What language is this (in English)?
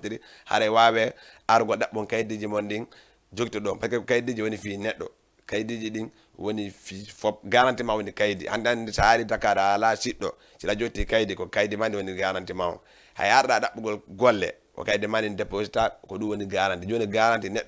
Fula